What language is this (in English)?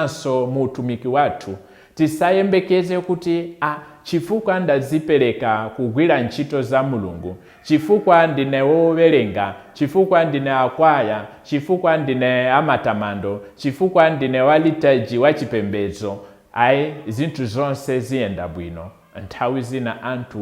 Nyanja